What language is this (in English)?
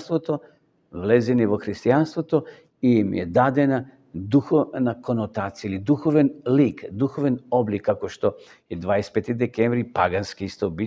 Macedonian